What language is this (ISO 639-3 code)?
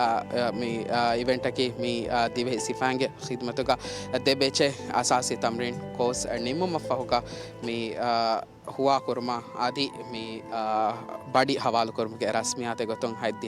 div